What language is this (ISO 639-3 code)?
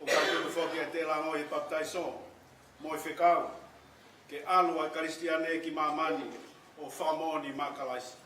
ton